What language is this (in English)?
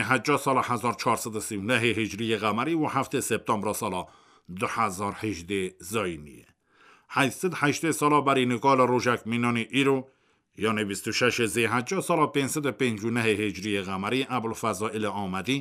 Kurdish